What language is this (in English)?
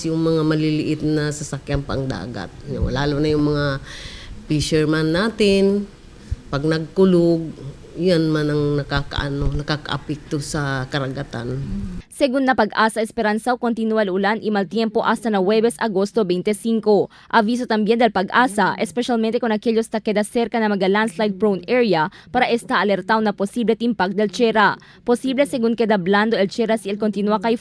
Chavacano